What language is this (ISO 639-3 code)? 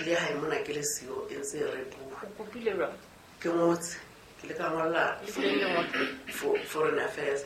sot